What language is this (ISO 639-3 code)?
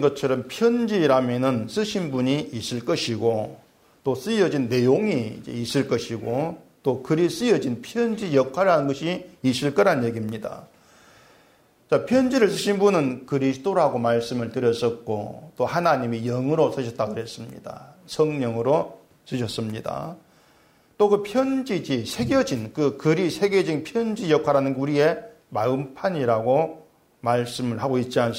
kor